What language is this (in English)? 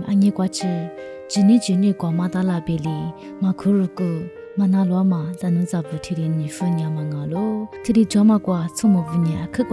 Lisu